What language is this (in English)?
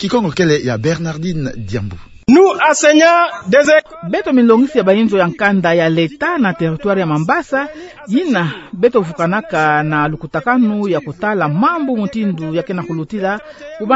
Kituba (Democratic Republic of Congo)